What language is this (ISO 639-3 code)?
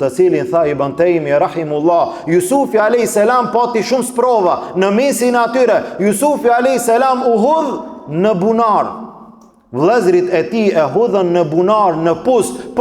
sqi